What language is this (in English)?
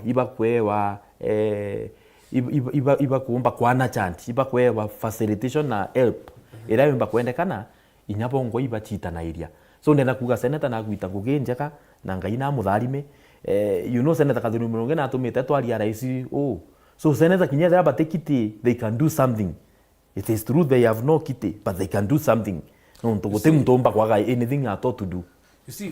Meru